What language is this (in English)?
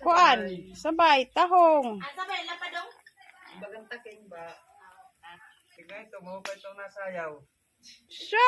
Waray